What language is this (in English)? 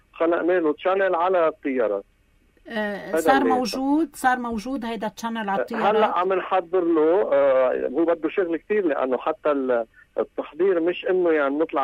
North Levantine Arabic